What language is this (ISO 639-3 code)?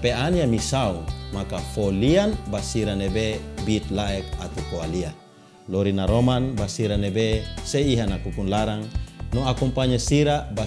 tet